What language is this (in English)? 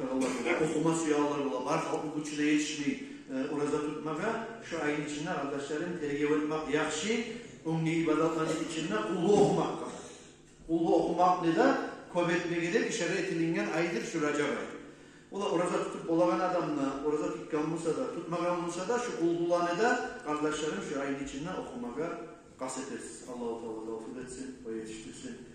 Kumyk